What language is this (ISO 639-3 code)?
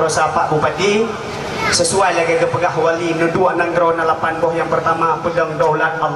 ace